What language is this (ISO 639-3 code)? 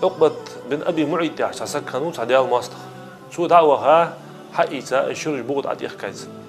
inh